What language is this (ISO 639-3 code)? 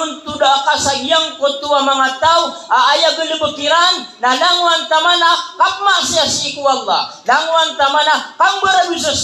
mrw